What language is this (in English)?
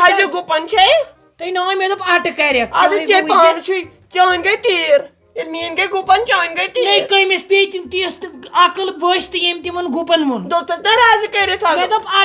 Kashmiri